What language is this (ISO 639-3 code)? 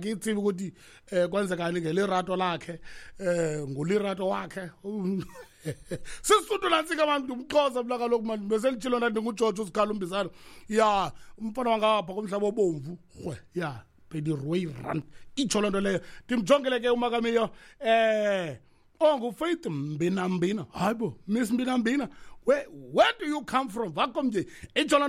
xho